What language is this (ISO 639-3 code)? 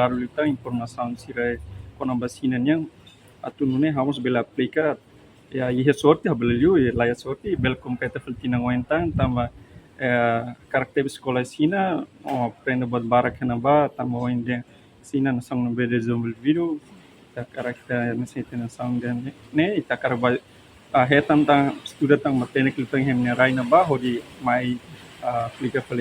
tet